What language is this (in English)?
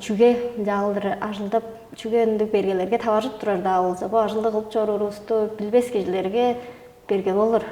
Tuvinian